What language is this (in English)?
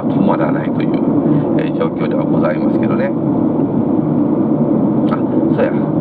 Japanese